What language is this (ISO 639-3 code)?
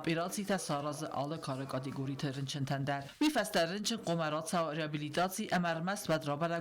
oss